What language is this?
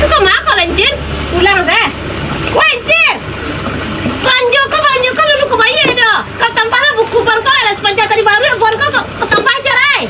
Minangkabau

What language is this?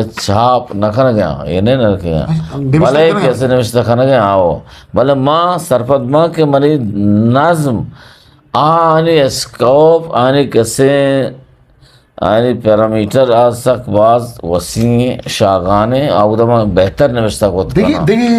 Eastern Balochi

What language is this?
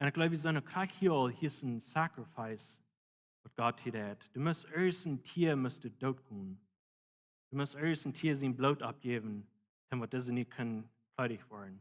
Plautdietsch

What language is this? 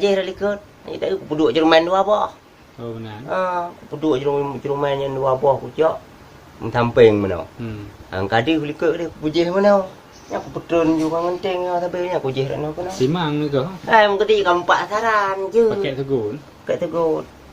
Achinese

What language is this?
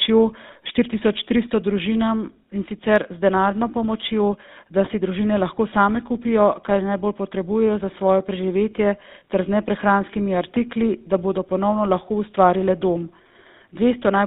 Slovenian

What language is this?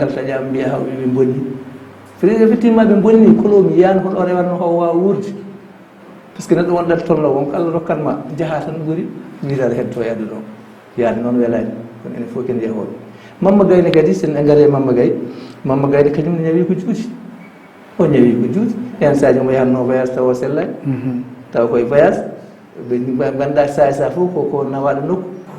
Fula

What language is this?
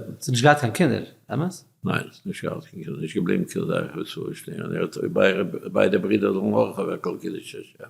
Yiddish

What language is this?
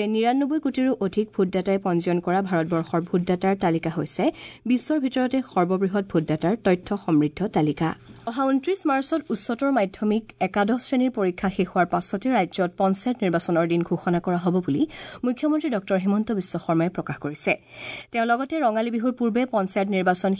Assamese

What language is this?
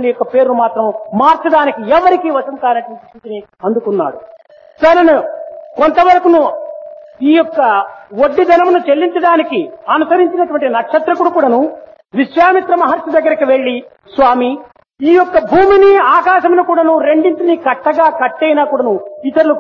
Telugu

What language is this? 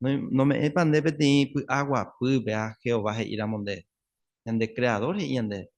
Guarani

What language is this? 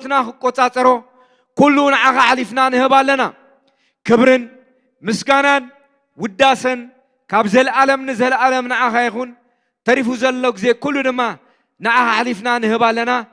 Tigrinya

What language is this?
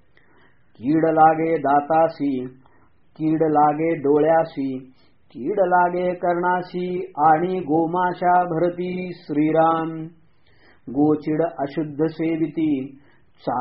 Marathi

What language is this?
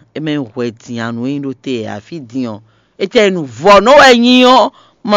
Fon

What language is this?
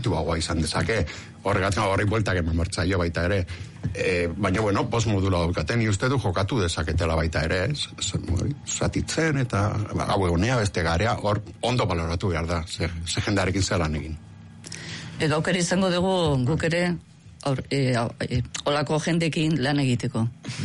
Basque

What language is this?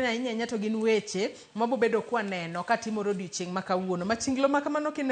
Luo (Kenya and Tanzania)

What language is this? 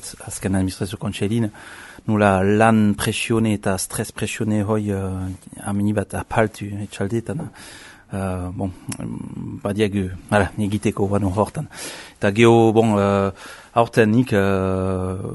Basque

